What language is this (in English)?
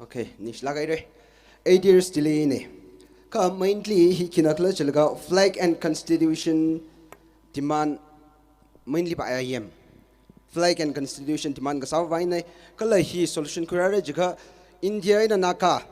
Tangkhul Naga (India)